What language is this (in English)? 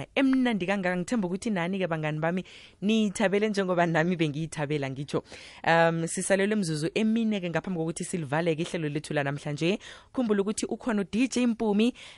South Ndebele